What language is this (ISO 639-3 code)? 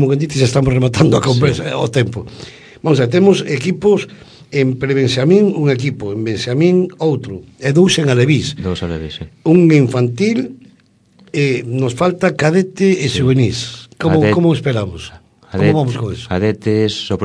glg